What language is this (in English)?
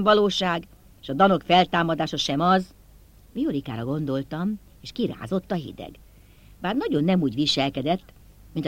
Hungarian